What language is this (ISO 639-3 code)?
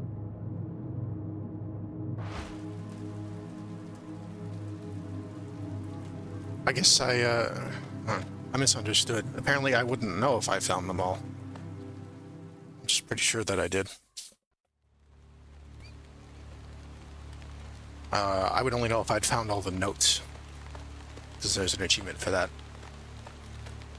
eng